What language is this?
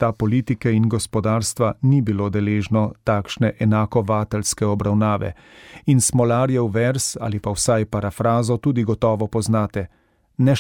Slovenian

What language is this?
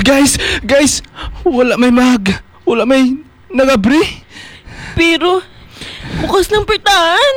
Hiligaynon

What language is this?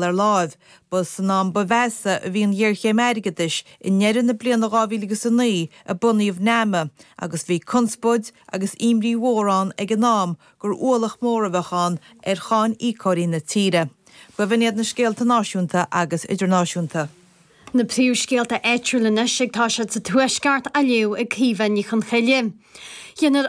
Irish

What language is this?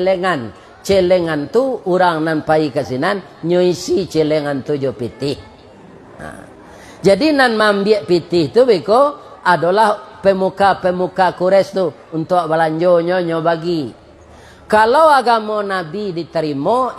Minangkabau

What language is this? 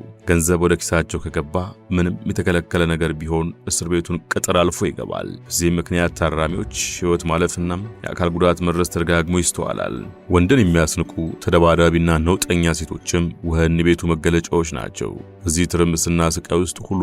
Amharic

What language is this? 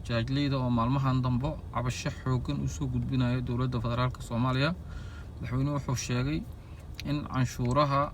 Somali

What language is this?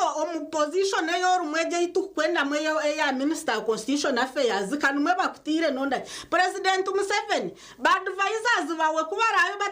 Nyankole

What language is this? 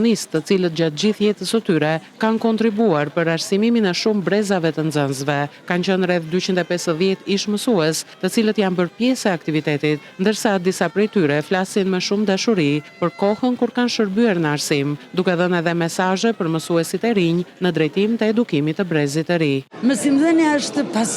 Albanian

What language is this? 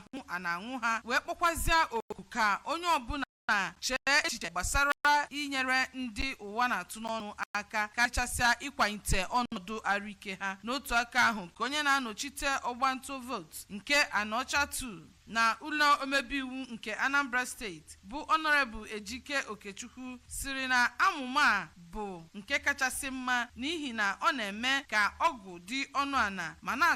Igbo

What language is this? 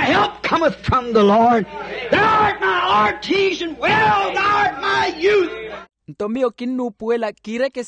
Makhuwa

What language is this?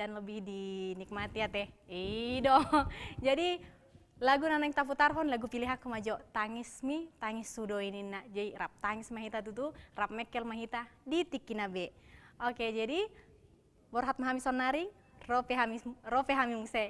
Batak Toba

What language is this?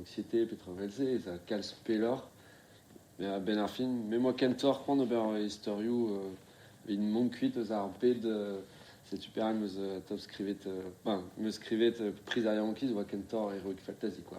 Breton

